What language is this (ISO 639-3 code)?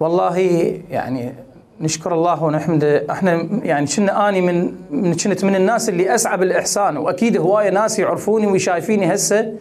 acm